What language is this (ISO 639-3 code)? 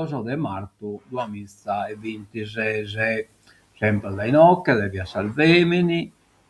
srd